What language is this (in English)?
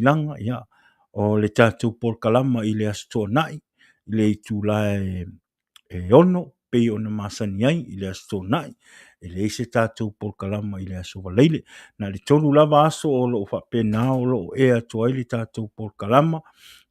Samoan